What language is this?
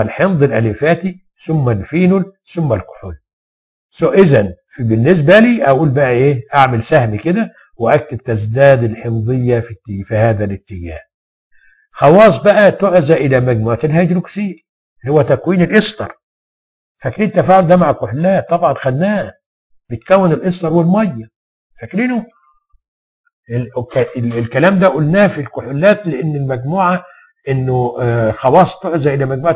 Egyptian Arabic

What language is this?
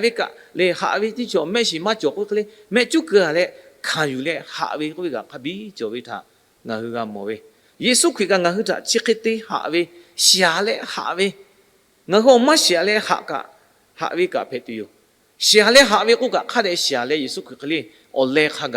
Lahu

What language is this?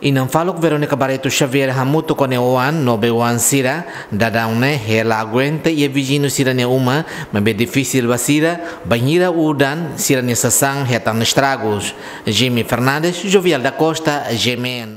Tetum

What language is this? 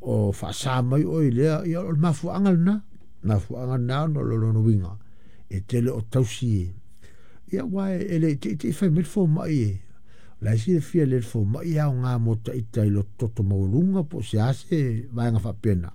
Samoan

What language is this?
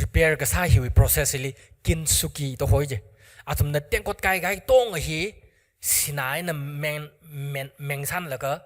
Tangkhul Naga (India)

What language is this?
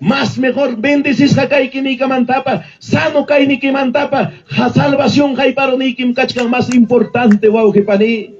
Ayacucho Quechua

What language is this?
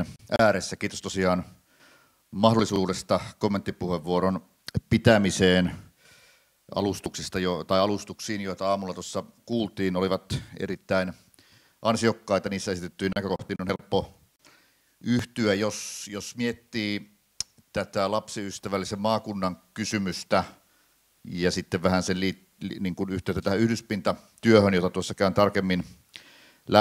Finnish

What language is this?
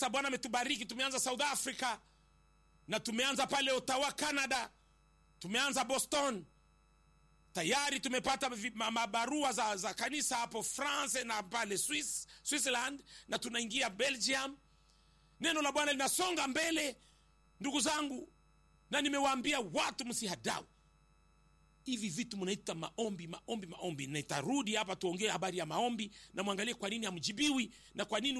Swahili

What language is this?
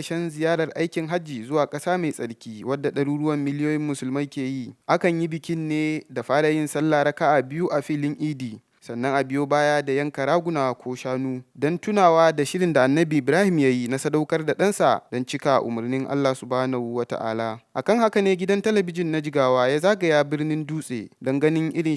Hausa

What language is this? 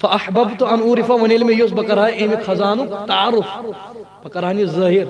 Kashmiri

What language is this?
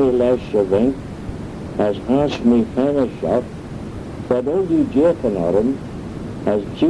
Manx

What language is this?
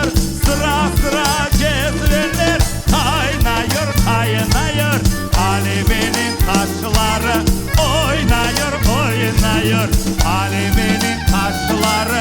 Crimean Tatar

